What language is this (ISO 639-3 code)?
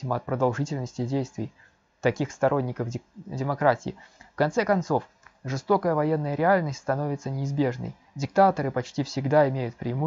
rus